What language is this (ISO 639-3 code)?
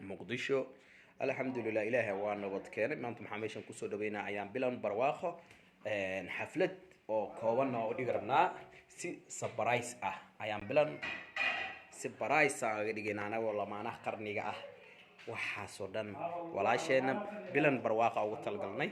som